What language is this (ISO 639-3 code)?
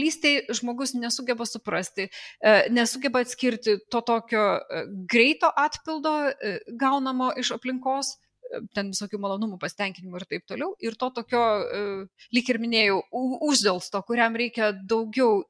lit